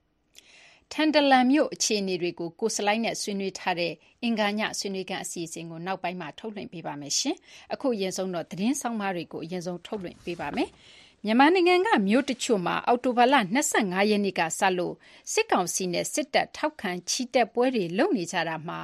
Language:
Burmese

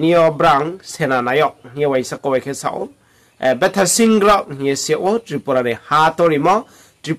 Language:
Riang (India)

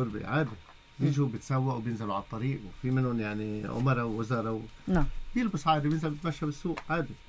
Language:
North Levantine Arabic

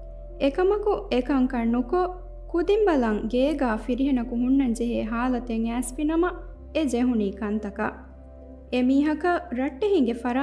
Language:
Divehi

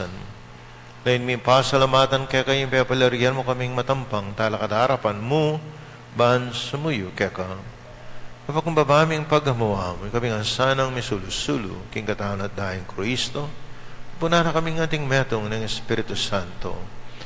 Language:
Pampanga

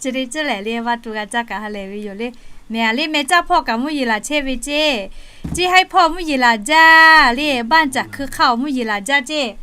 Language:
Lahu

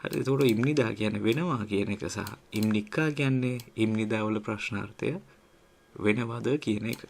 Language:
Sinhala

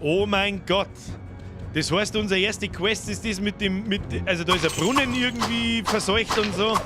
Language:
Bavarian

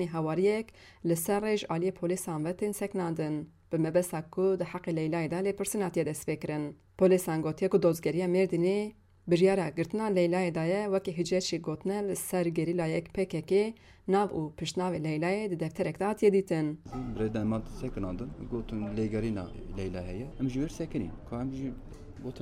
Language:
Kurdish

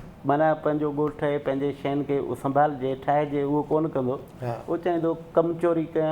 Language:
Sindhi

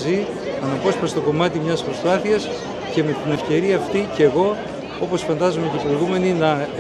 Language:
Greek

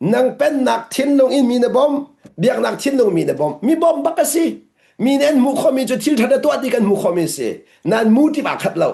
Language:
Hakha Chin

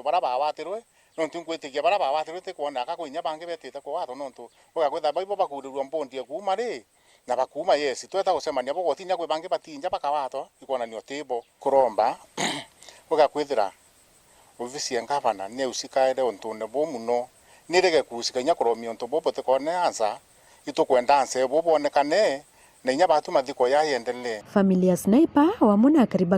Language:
Meru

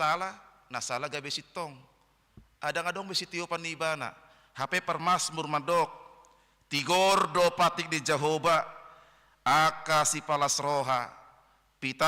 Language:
Batak Toba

